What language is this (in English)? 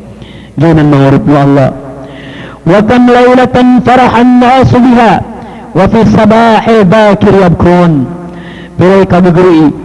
Maranao